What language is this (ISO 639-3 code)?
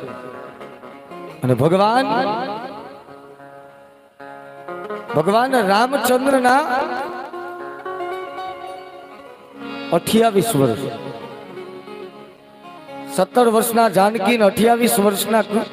guj